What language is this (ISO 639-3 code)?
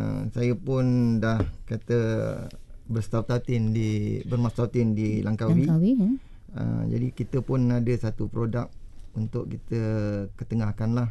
msa